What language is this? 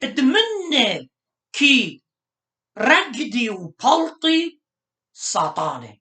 Assyrian Neo-Aramaic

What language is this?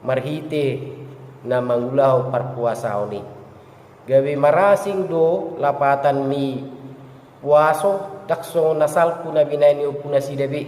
Batak Toba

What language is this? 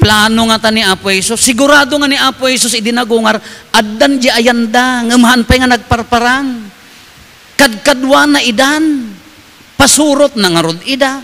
Iloko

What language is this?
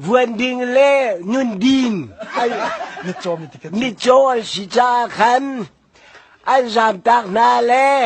Hakha Chin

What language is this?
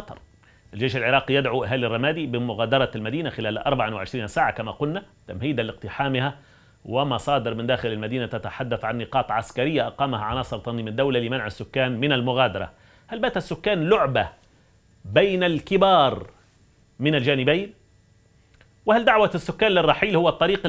Arabic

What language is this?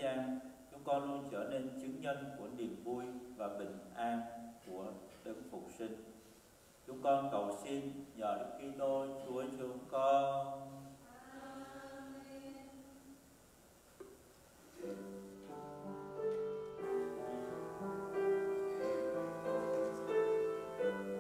Vietnamese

